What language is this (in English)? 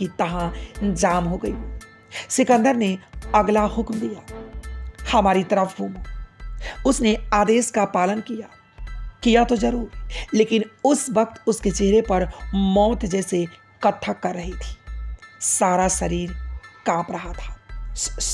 Hindi